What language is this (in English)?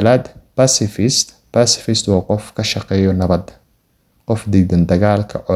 Somali